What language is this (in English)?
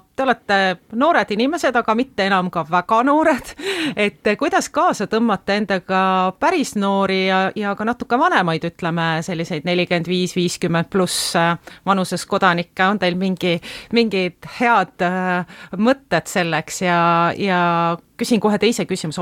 Estonian